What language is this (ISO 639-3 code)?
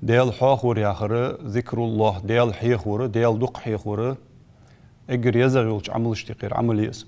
inh